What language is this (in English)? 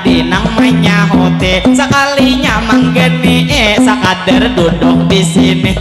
Banjar